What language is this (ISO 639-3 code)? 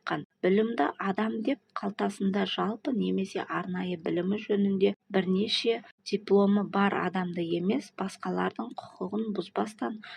kaz